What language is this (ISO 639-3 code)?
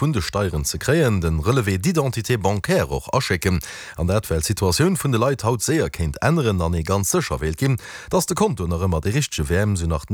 ltz